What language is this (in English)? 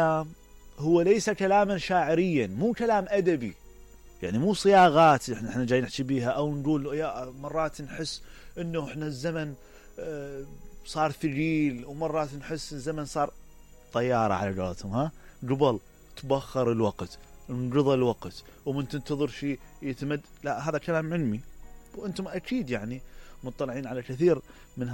Mesopotamian Arabic